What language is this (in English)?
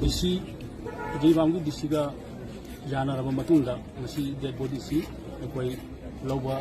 Manipuri